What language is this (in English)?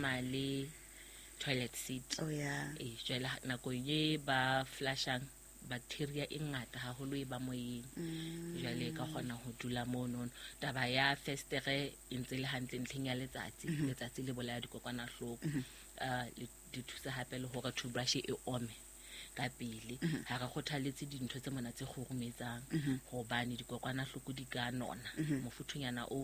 Southern Sotho